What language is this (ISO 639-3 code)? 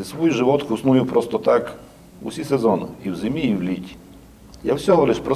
rue